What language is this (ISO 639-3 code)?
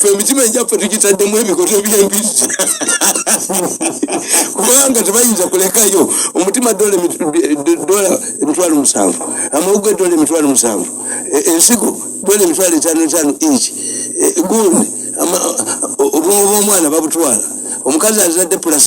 lug